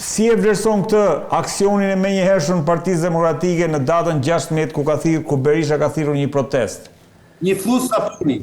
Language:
Albanian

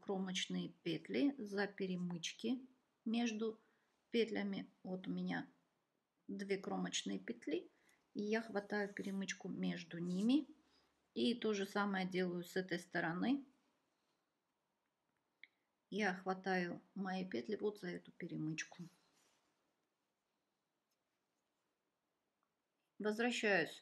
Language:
Russian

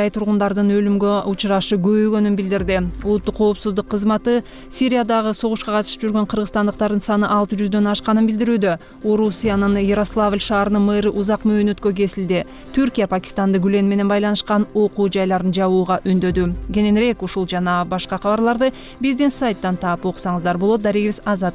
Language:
Kyrgyz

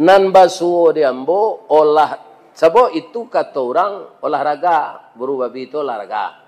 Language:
Minangkabau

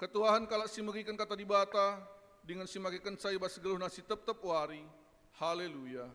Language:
Batak Karo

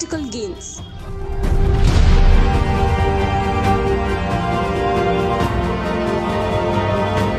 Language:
Hindi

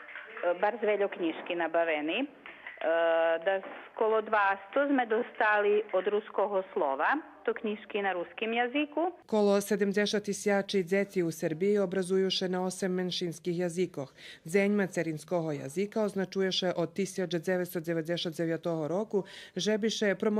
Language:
Rusyn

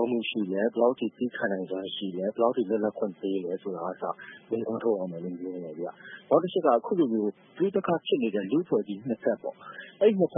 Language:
Burmese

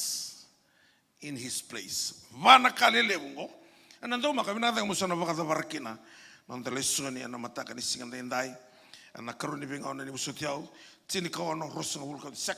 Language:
Fijian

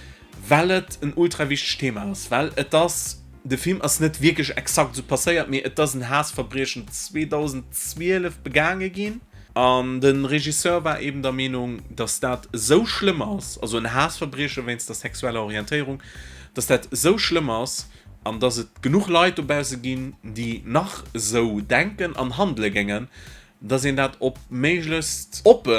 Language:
Luxembourgish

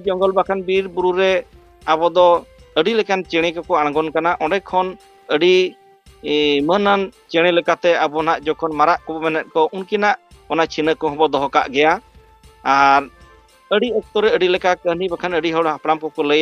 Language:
Santali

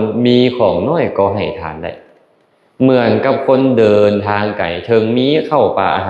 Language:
Lao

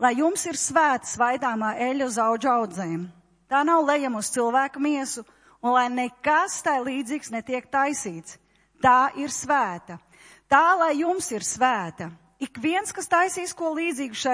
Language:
Latvian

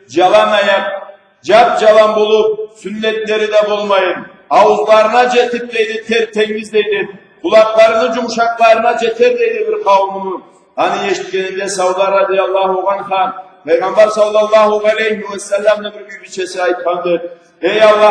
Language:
Karachay-Balkar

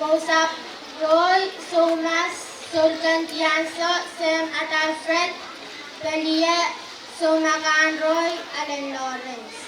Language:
Pohnpeian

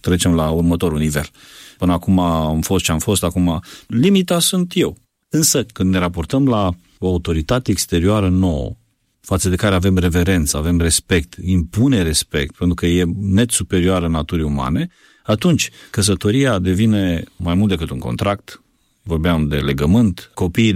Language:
Romanian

